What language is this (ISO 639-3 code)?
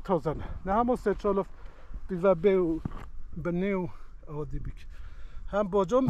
kur